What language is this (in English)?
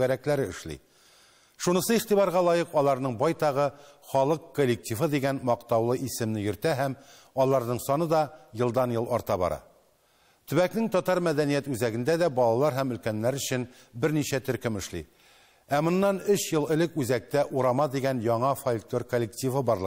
Tatar